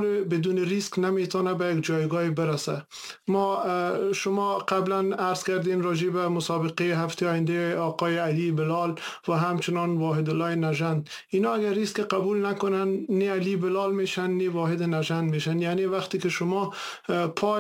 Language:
Persian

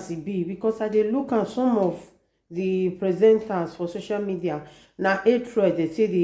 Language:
Nigerian Pidgin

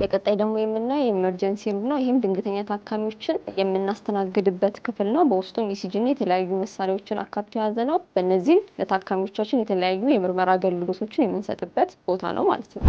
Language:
Amharic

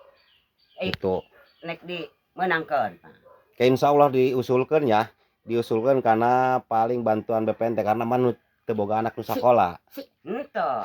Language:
Sundanese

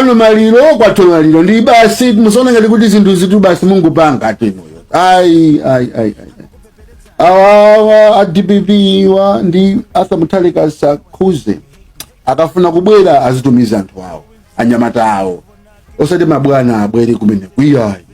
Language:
Nyanja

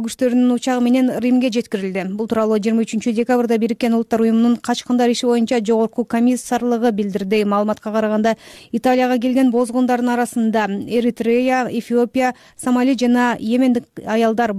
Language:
Kyrgyz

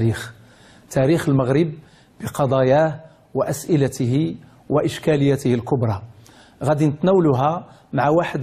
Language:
Moroccan Arabic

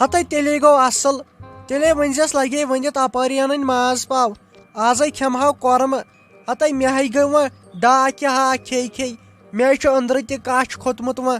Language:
Kashmiri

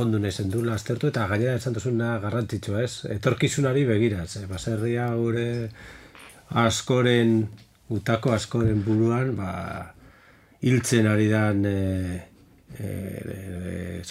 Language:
Basque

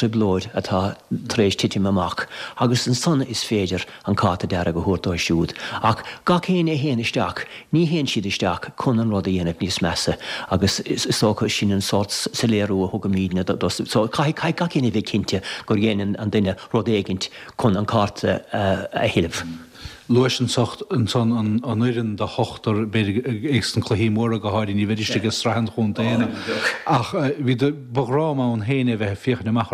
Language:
Irish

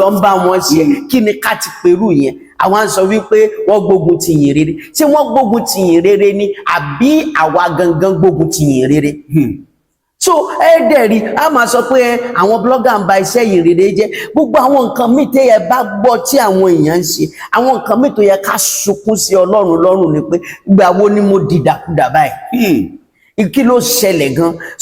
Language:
Yoruba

